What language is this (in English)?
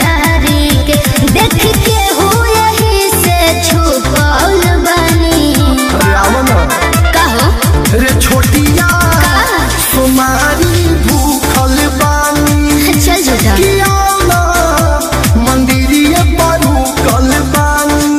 Bhojpuri